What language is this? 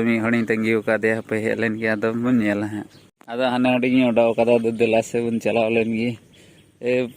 Santali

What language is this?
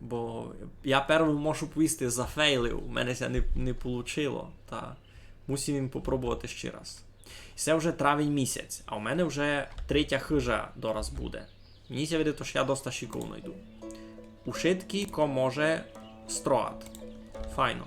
Rusyn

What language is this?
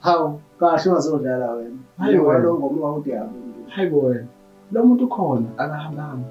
Zulu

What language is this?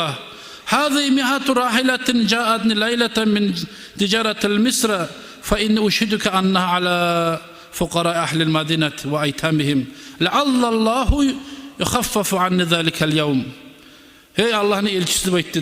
Kumyk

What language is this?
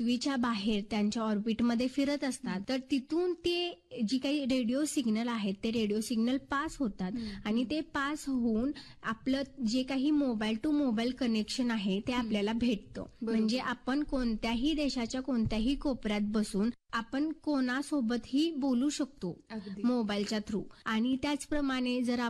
Marathi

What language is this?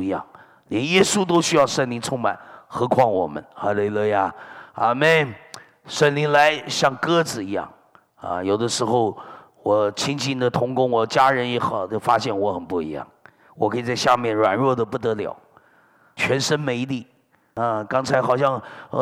Chinese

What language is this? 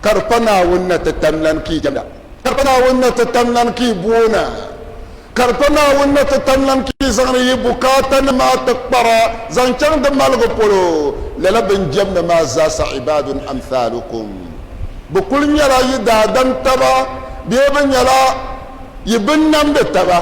Dagbani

